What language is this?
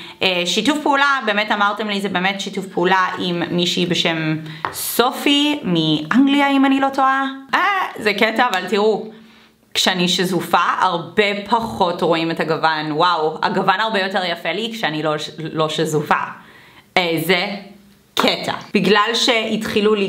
Hebrew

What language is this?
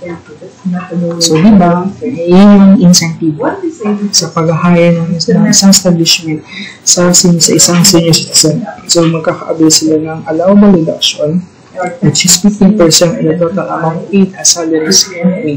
Filipino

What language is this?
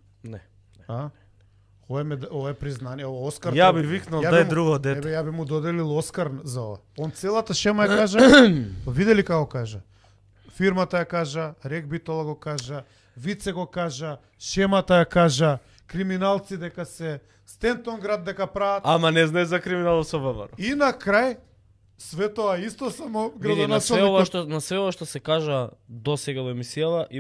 Macedonian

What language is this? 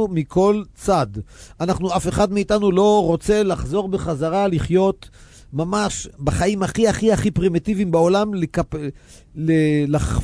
Hebrew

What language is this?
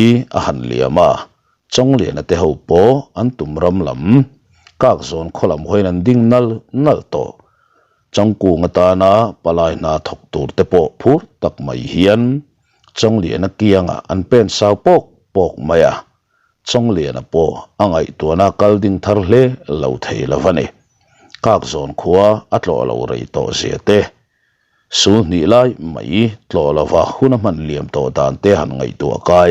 Mizo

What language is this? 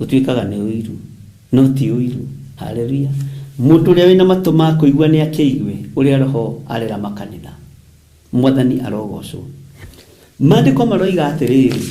Kikuyu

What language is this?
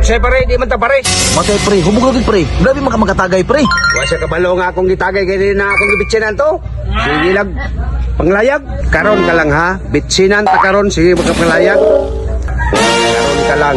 Cebuano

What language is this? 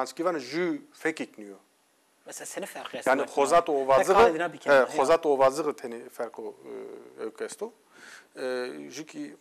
Zaza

